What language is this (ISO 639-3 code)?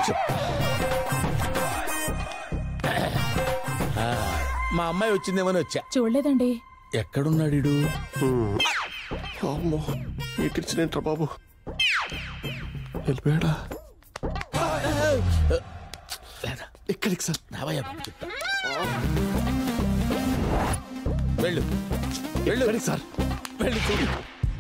tel